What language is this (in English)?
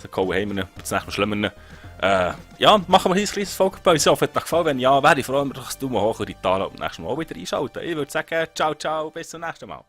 Swiss German